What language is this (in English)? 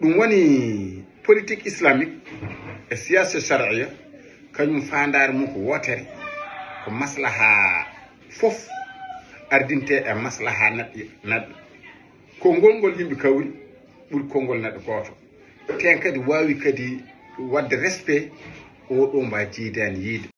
Fula